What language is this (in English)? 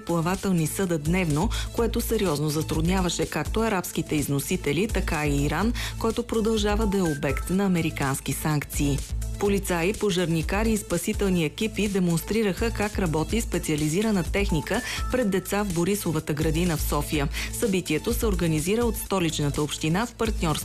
Bulgarian